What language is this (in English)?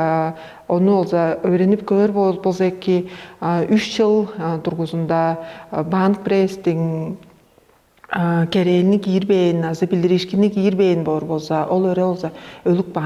Tuvinian